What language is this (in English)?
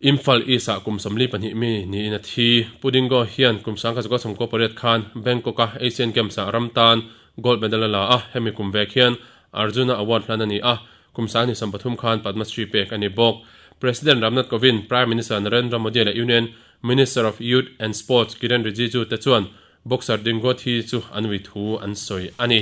Mizo